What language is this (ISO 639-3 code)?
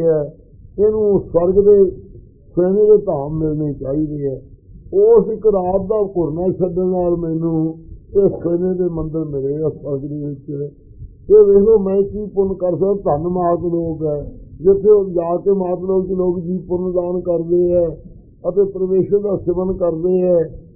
pan